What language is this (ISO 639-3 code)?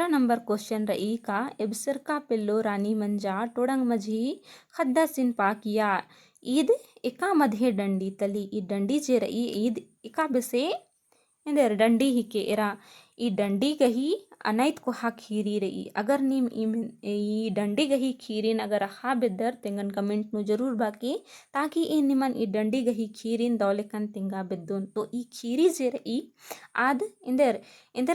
kru